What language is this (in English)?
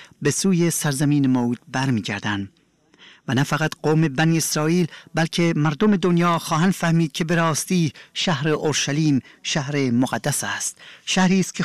Persian